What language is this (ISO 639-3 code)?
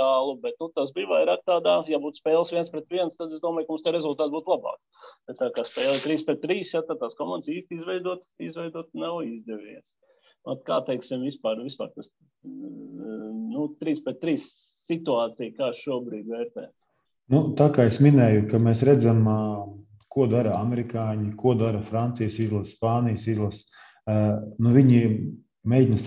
lav